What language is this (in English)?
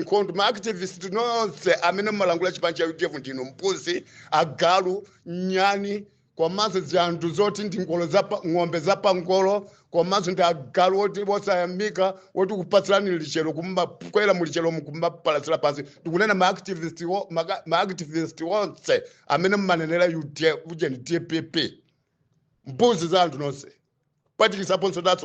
Nyanja